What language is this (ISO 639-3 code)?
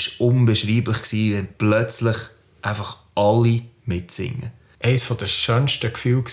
gsw